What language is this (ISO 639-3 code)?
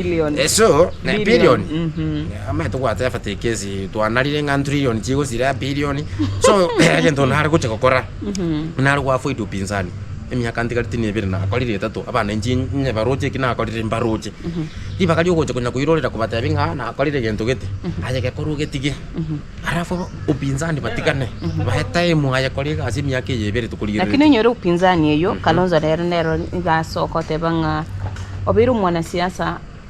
guz